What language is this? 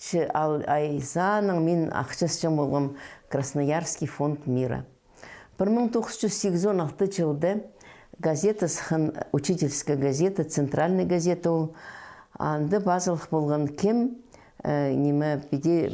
Khakas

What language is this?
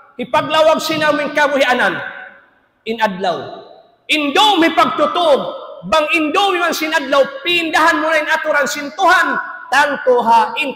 Tausug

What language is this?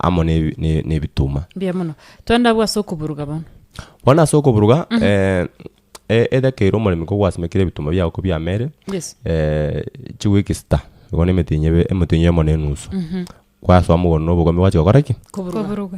Gusii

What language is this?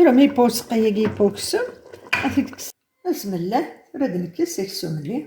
Kabyle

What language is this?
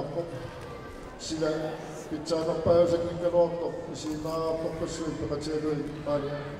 Kalaallisut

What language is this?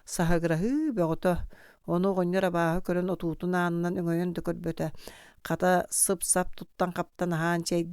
Yakut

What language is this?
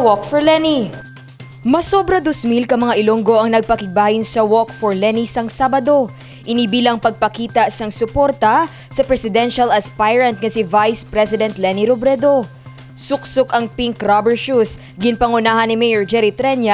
Hiligaynon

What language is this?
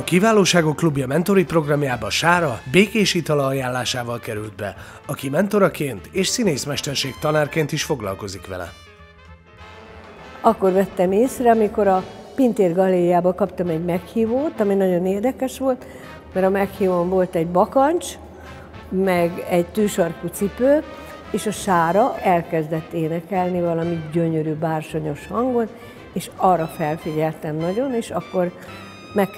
Hungarian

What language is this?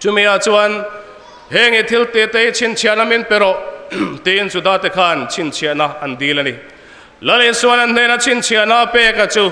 Mizo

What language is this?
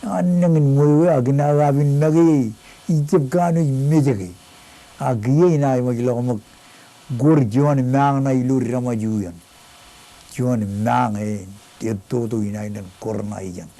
Marshallese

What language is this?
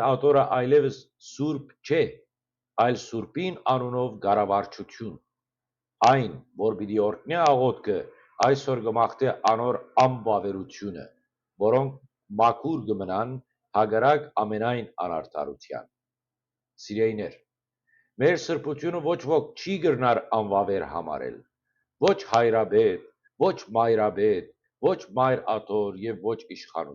Western Armenian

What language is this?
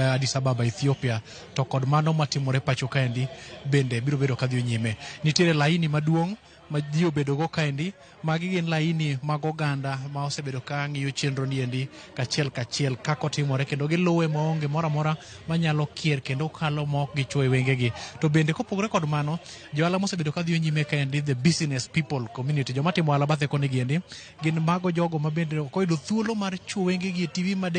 Luo (Kenya and Tanzania)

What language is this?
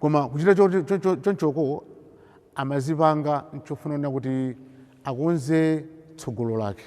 Nyanja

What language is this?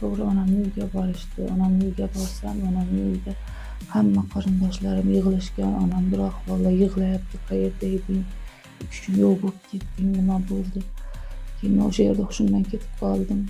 Uzbek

